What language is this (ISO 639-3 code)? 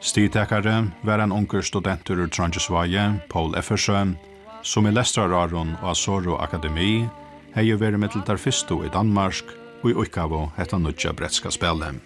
fao